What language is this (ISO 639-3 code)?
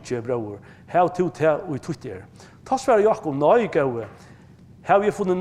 fao